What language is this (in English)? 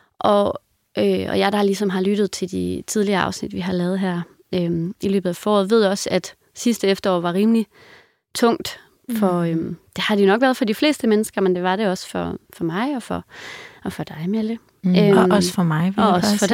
Danish